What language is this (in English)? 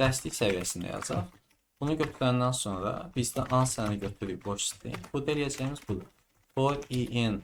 Azerbaijani